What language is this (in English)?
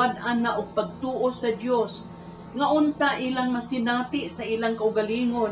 Cebuano